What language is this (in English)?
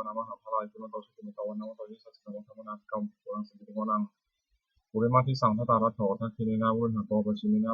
Pali